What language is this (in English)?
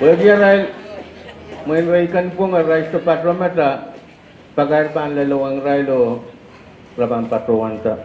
Pohnpeian